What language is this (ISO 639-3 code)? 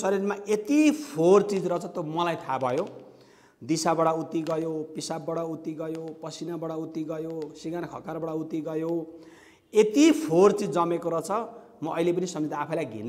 nep